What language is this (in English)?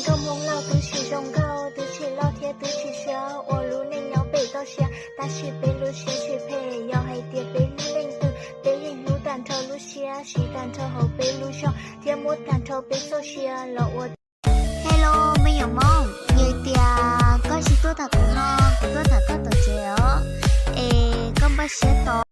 Hmong